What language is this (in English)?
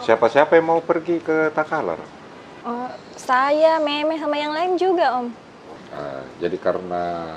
Makassar Malay